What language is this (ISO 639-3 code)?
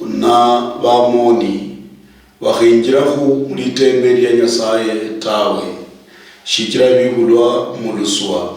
luy